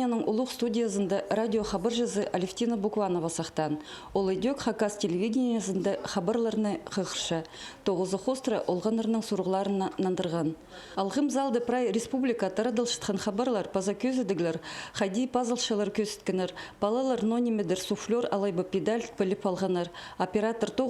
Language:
Khakas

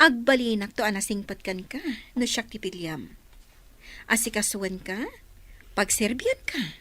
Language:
Iloko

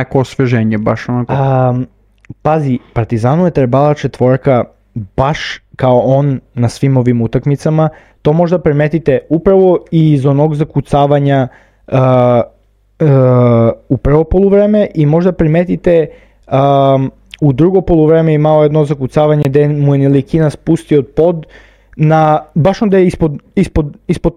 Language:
Serbian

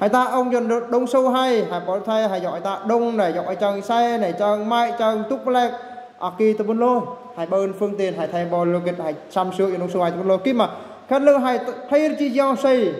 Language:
Eastern Bru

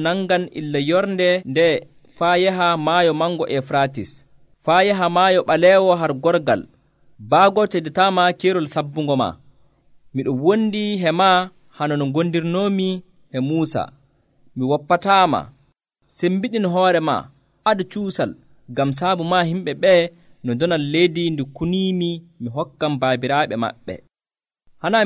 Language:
Nigerian Fulfulde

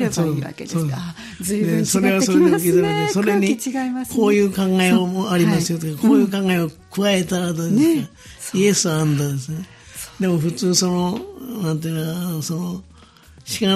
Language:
Japanese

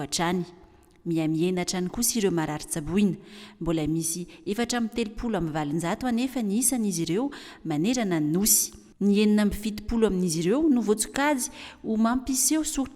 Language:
Malagasy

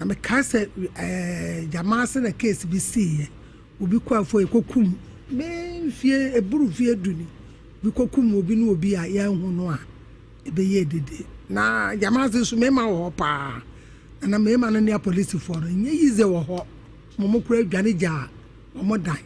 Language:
Akan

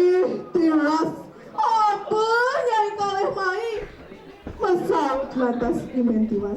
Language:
Balinese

